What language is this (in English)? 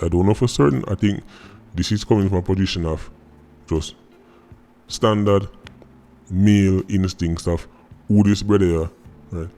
Jamaican Creole English